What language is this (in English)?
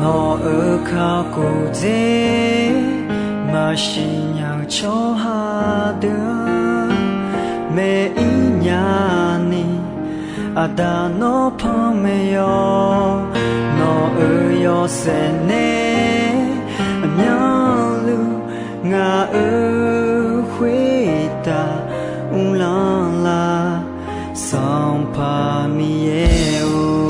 Akha